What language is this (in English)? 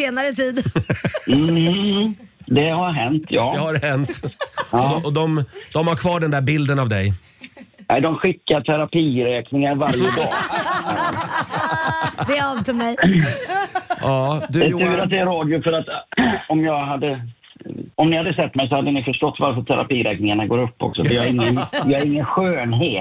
Swedish